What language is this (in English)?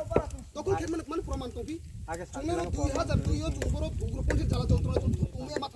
Riang (India)